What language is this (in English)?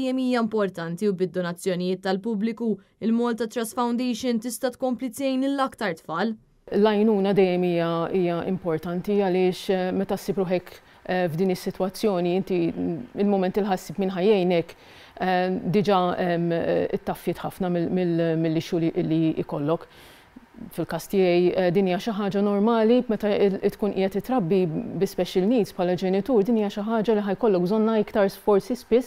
Maltese